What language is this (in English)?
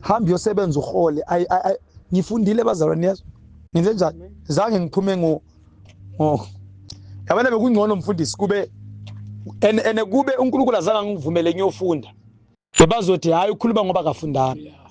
Zulu